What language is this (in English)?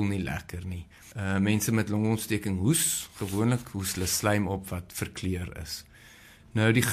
Afrikaans